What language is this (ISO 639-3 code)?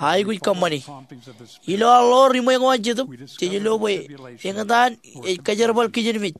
mah